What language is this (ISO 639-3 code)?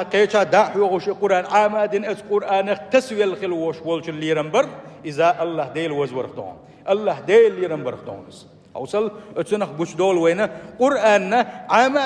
che